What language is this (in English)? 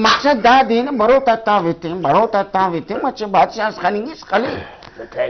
Brahui